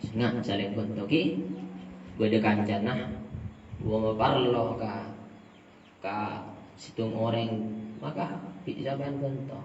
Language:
Madurese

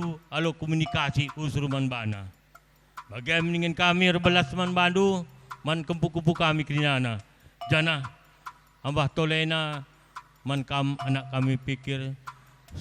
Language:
Batak Karo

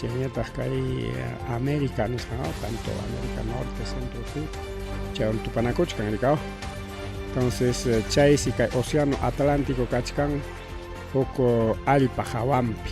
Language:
Ayacucho Quechua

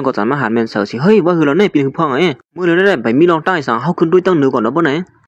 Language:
Shan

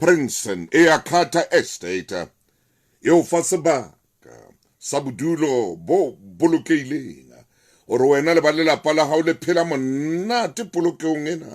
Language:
Southern Sotho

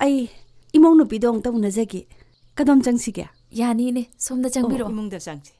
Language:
Manipuri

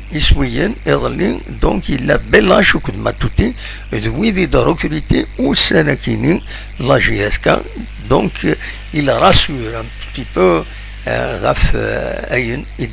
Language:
Kabyle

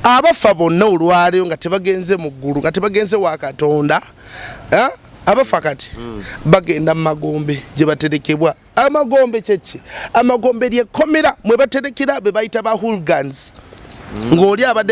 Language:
Ganda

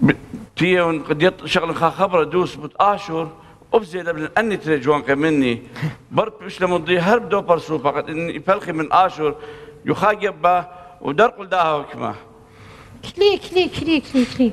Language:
Assyrian Neo-Aramaic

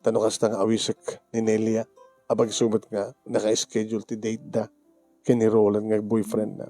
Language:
Iloko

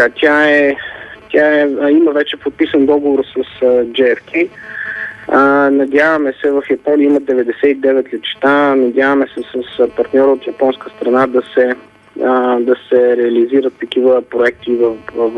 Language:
Bulgarian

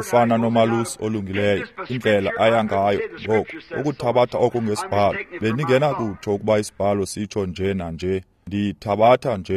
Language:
Xhosa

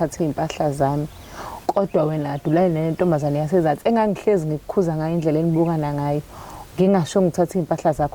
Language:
Zulu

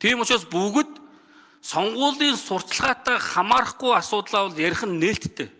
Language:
Mongolian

